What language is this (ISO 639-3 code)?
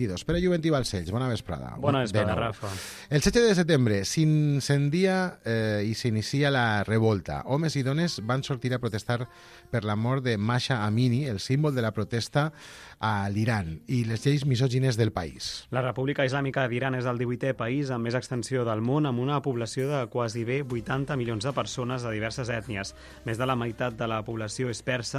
cat